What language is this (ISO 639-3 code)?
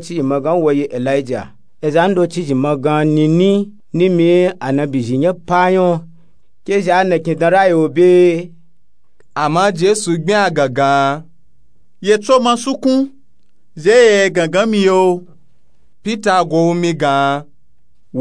nup